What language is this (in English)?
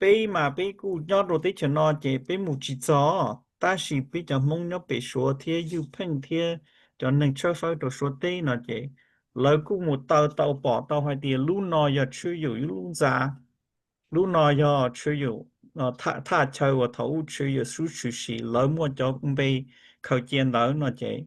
Hmong